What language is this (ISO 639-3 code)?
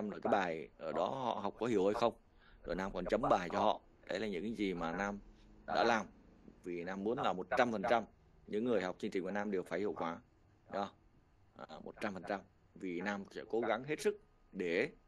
vie